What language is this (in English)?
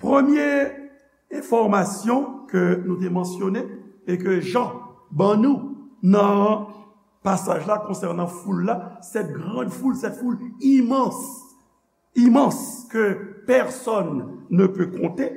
Haitian Creole